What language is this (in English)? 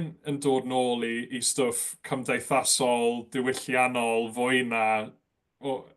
Welsh